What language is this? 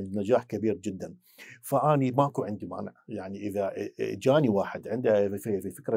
Mesopotamian Arabic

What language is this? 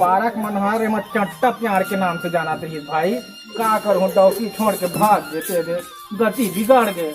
Chhattisgarhi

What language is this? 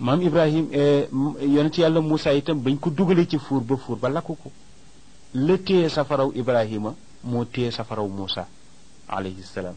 Wolof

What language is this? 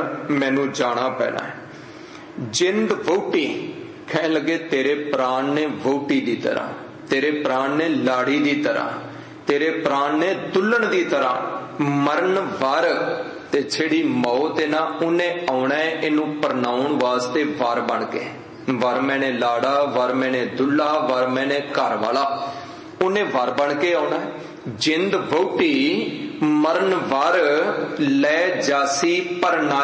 Punjabi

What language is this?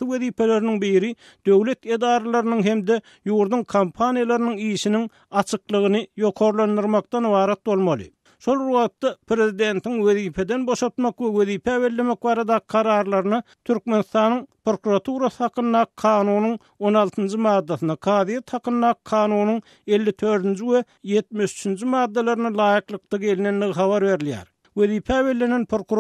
Turkmen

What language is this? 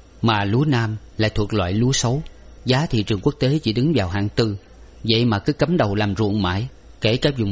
Vietnamese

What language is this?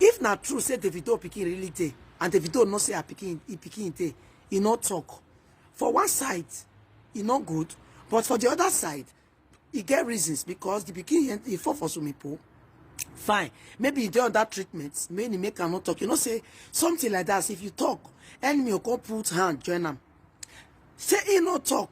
Nigerian Pidgin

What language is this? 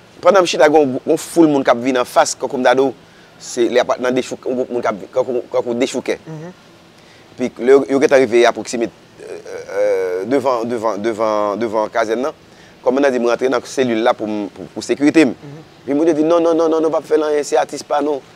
Haitian Creole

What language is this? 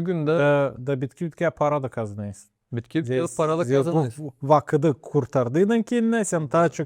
Gagauz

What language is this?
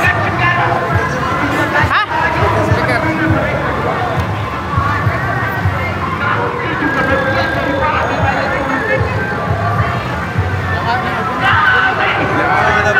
Indonesian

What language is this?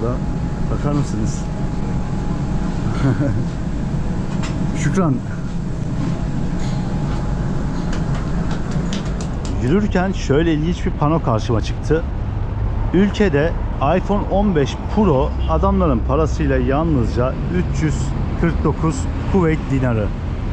Turkish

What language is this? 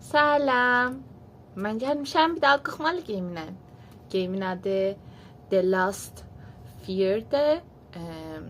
South Azerbaijani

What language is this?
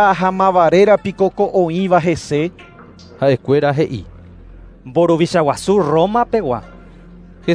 Guarani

